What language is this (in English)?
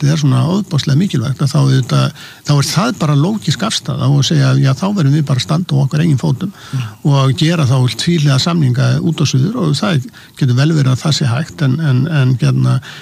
Icelandic